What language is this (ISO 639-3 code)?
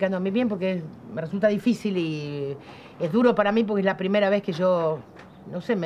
spa